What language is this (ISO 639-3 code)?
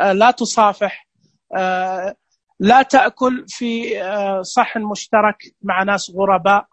ars